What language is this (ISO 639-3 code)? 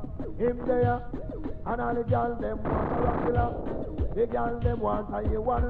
jam